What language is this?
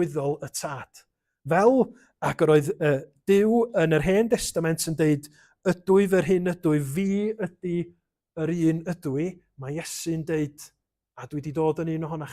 Welsh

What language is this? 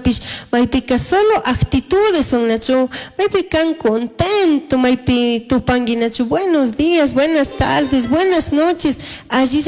Chimborazo Highland Quichua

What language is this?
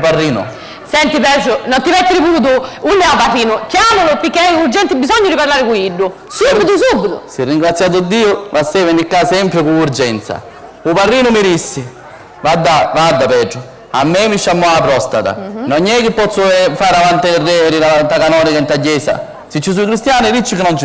Sicilian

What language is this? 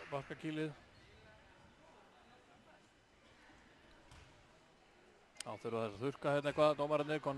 Icelandic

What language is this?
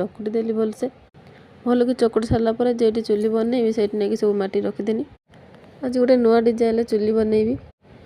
Odia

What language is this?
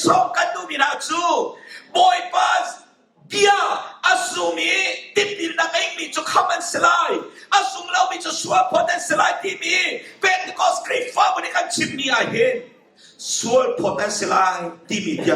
Hakha Chin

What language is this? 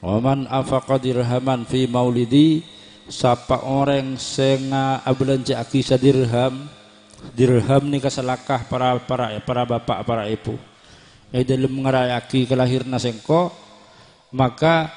Madurese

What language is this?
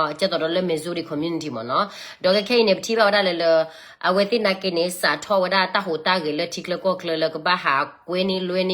S'gaw Karen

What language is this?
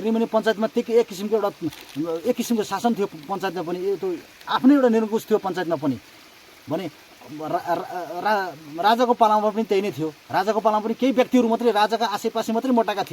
Nepali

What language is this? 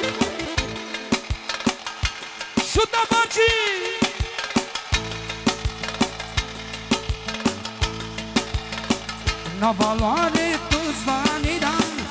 Romanian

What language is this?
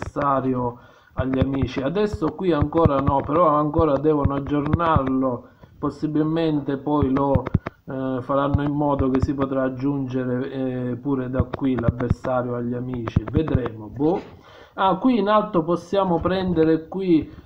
Italian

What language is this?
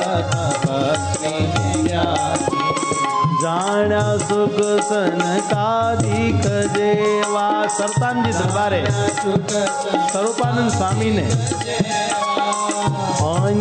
Gujarati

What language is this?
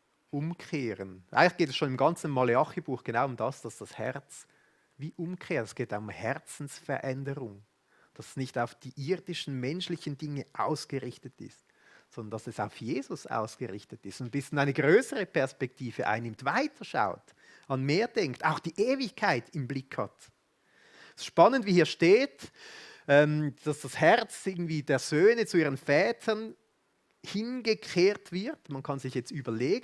Swiss German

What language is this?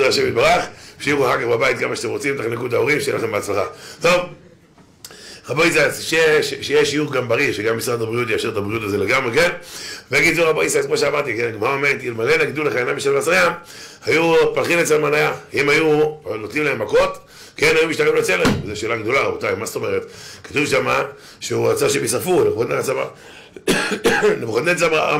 Hebrew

